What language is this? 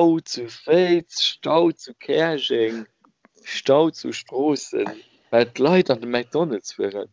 Luxembourgish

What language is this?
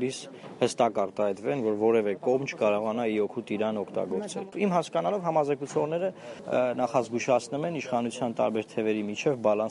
Armenian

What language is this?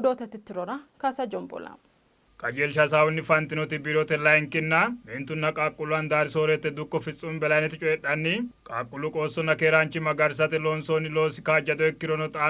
Sidamo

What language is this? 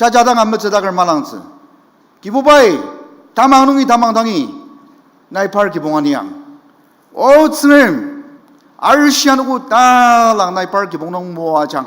Ao Naga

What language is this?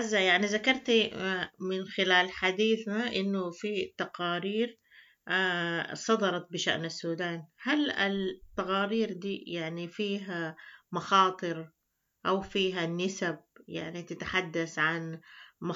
Sudanese Arabic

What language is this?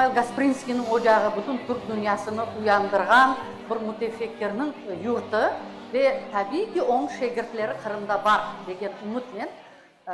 Crimean Tatar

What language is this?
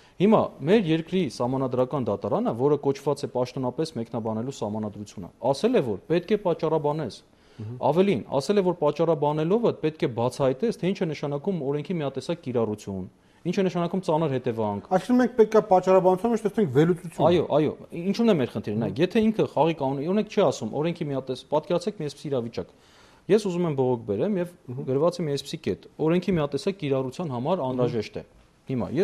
Armenian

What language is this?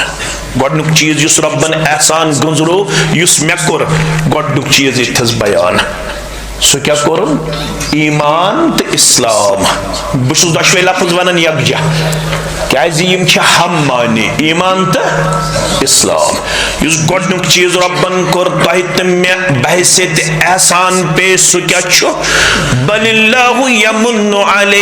Kashmiri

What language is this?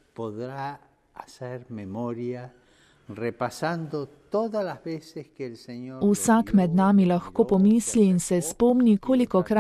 Slovenian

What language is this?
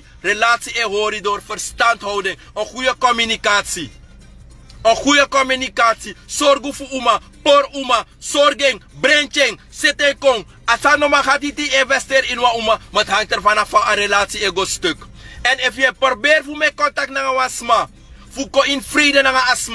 Sranan Tongo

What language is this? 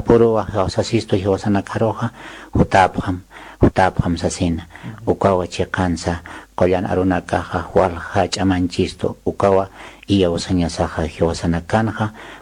Aymara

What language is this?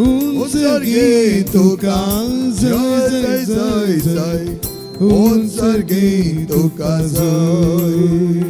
Konkani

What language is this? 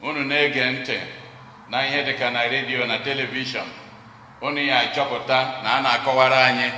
Igbo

